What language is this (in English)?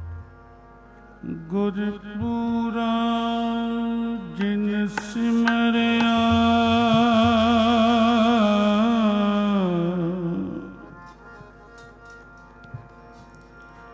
Punjabi